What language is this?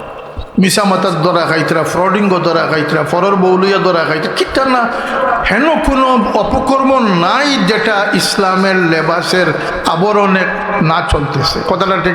Sylheti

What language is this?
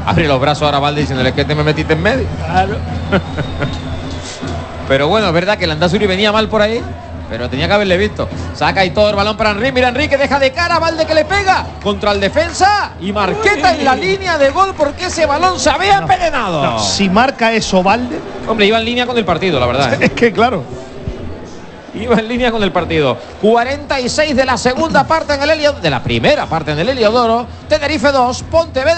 Spanish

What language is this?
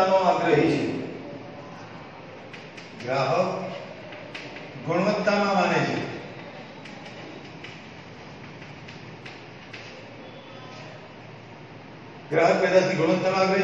Gujarati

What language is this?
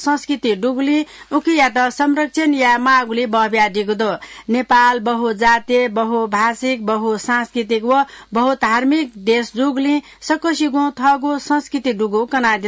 Newari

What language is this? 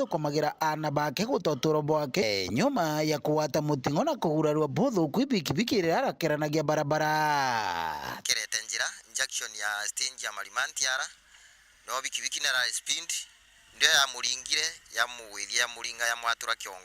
Meru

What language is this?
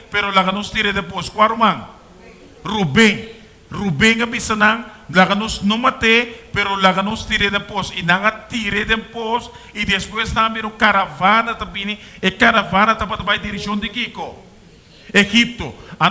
Papiamento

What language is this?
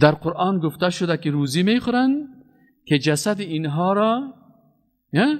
Persian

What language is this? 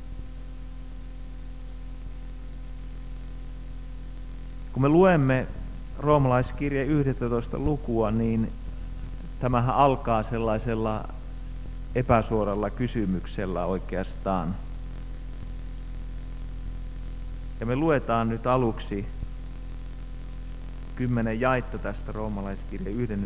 Finnish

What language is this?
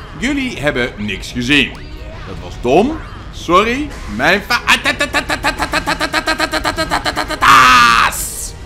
Dutch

